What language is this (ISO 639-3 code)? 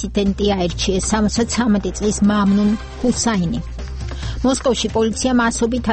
kat